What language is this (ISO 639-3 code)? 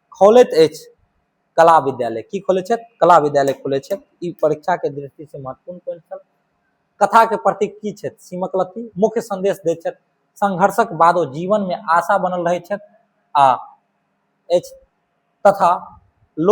mai